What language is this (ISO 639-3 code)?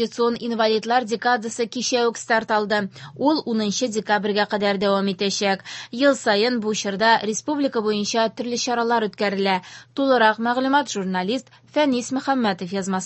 tat